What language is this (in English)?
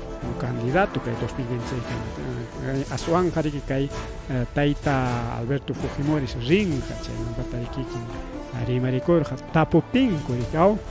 Ayacucho Quechua